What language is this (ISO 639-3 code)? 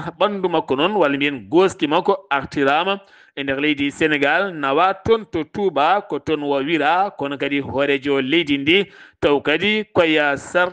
ful